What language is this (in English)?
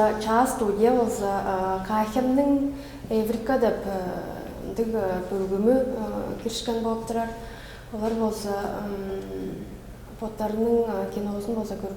Tuvinian